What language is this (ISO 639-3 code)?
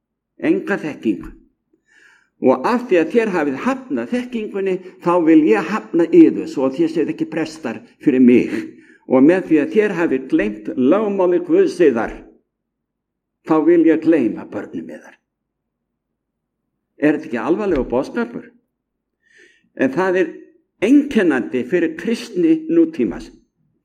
isl